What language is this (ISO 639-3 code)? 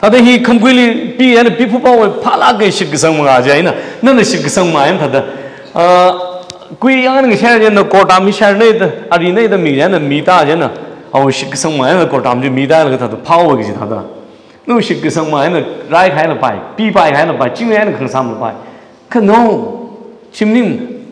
nmf